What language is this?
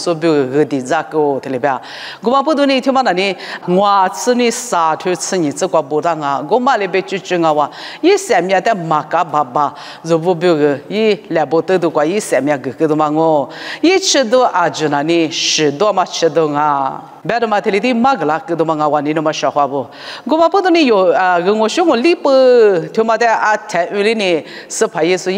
Lisu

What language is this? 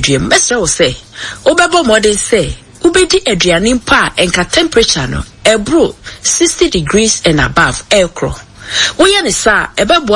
Akan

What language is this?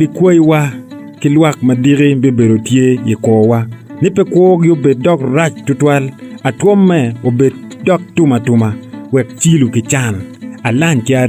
Acoli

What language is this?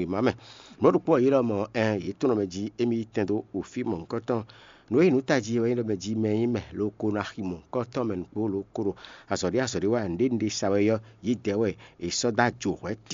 Fon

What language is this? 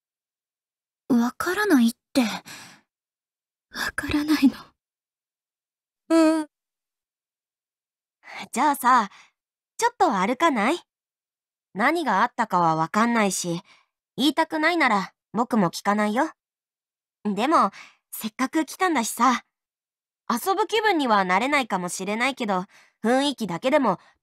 Japanese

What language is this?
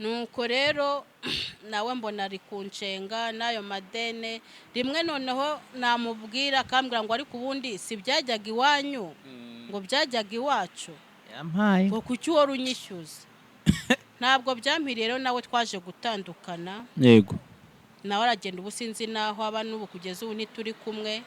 Kinyarwanda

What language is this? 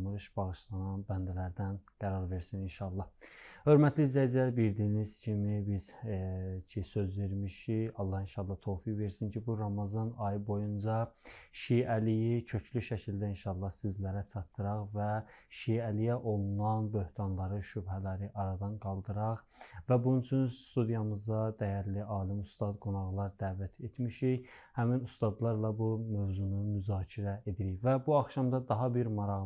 Azerbaijani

